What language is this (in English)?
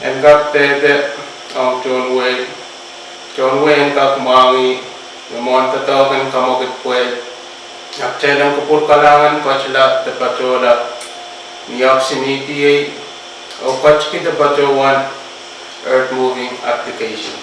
Pohnpeian